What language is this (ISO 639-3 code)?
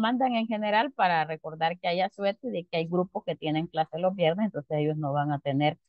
spa